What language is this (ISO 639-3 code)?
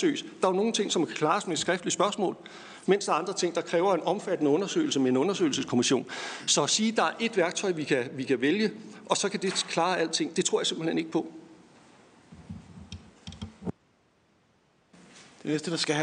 dan